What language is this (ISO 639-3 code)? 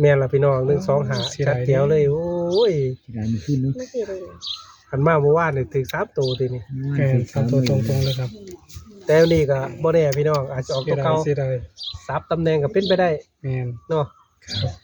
tts